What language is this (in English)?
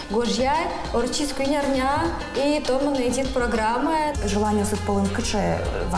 Udmurt